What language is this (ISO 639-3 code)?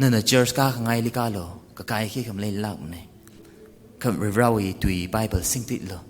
nmf